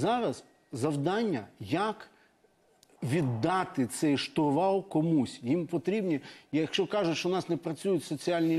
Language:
Ukrainian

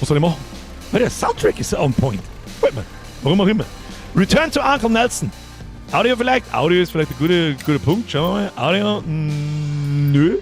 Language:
Bavarian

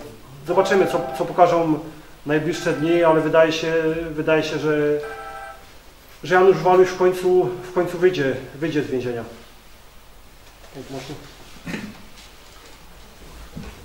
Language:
Polish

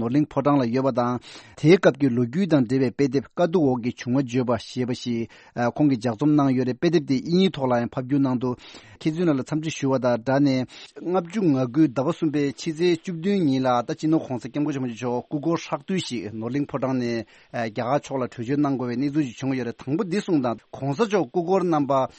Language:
Tibetan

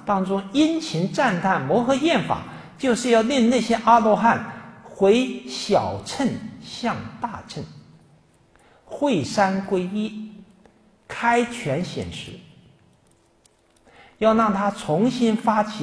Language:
Chinese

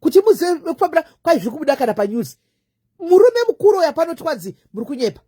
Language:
Shona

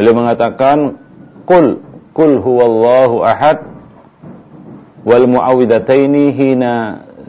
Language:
Indonesian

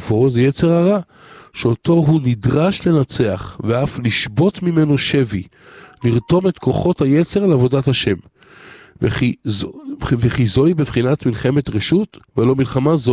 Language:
Hebrew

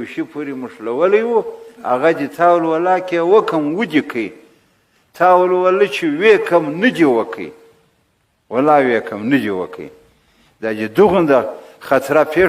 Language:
Pashto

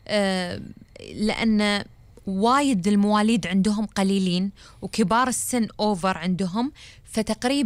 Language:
Gulf Arabic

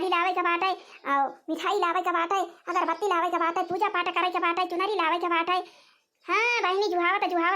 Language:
Awadhi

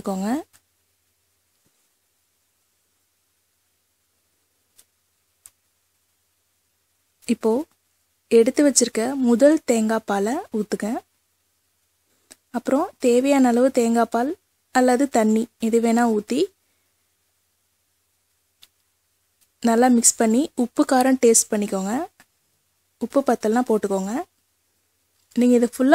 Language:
Tamil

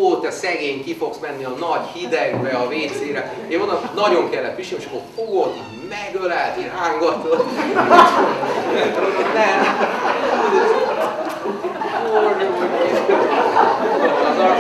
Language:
Hungarian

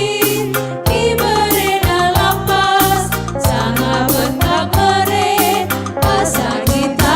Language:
Batak Karo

